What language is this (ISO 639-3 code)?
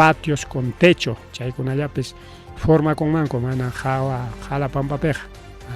quy